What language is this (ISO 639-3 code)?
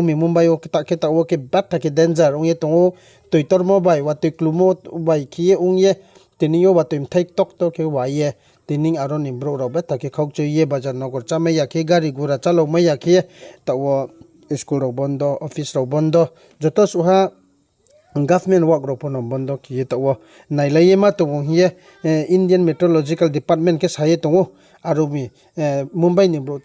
ria